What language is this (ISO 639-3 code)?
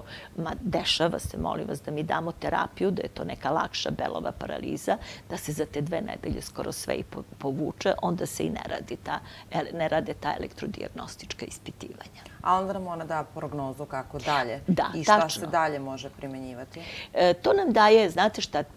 srp